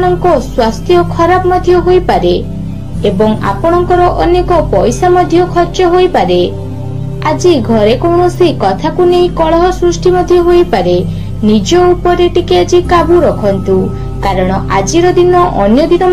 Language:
Odia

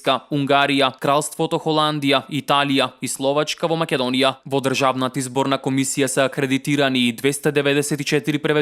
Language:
Macedonian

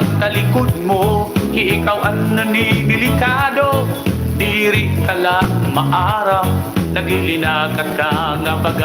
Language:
Waray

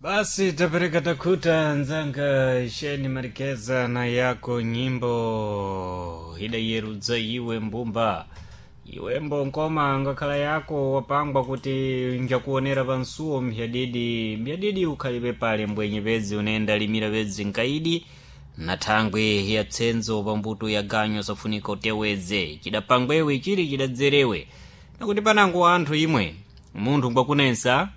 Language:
Sena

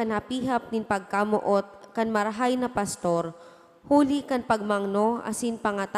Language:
Bikol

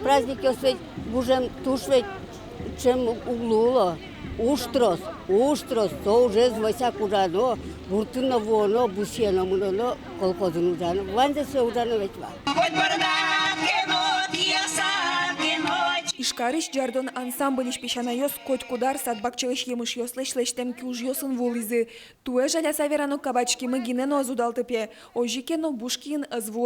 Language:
Udmurt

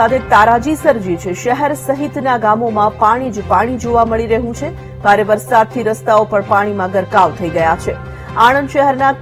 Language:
Gujarati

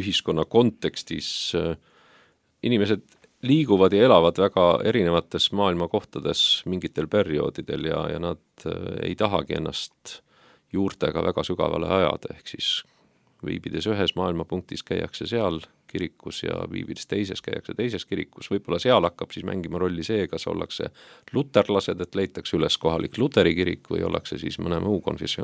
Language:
Estonian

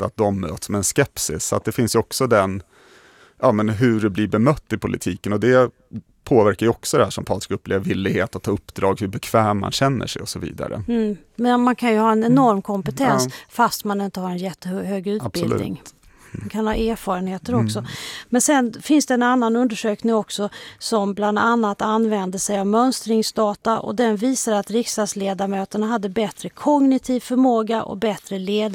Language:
Swedish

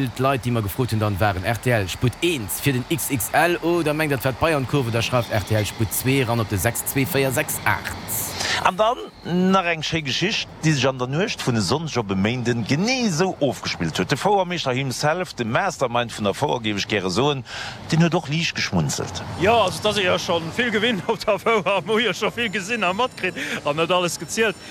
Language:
Luxembourgish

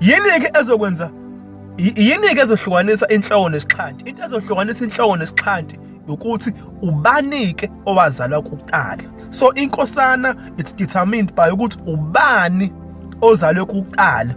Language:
Zulu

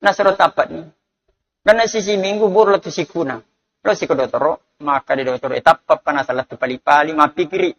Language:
Buginese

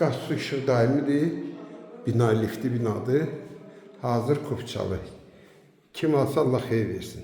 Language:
Azerbaijani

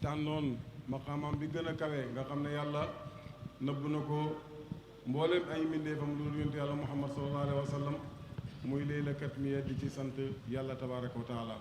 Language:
Wolof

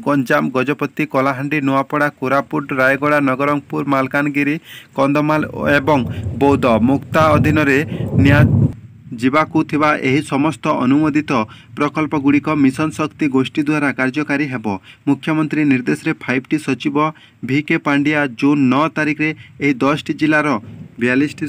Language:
Odia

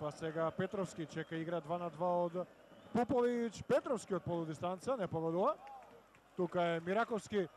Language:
Macedonian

